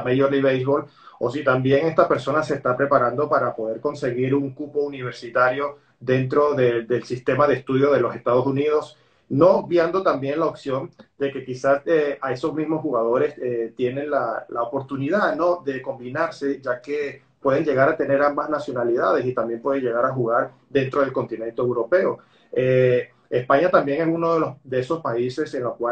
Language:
Spanish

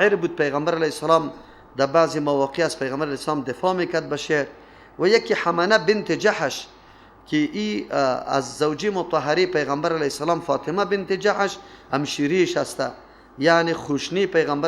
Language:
Persian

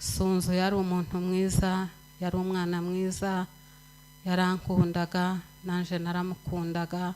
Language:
Kinyarwanda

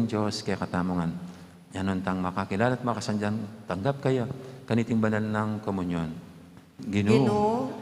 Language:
Pampanga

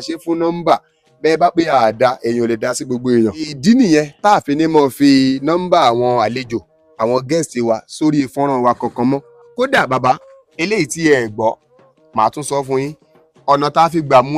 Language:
Yoruba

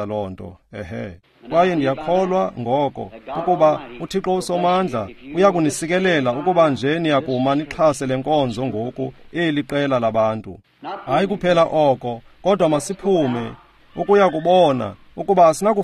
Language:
Xhosa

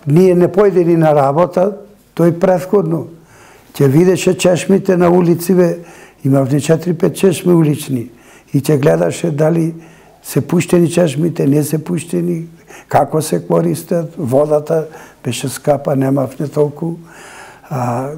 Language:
Macedonian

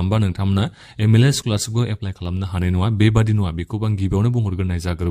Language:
Bodo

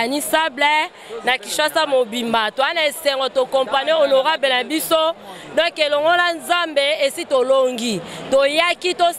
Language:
Lingala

